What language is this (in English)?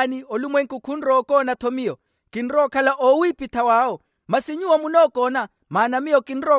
Makhuwa